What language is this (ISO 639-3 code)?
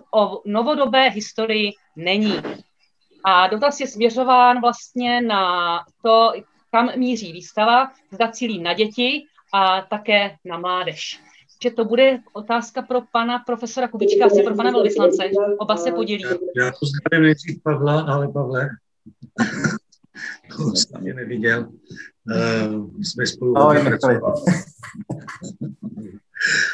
ces